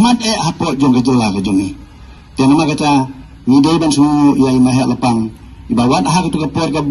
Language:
Khasi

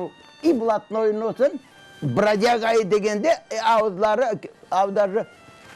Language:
Crimean Tatar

